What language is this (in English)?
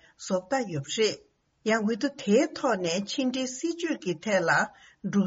Tibetan